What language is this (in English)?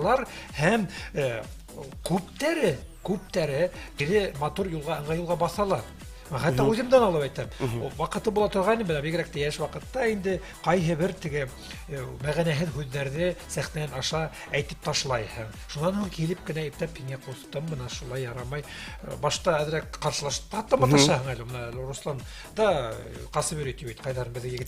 Bashkir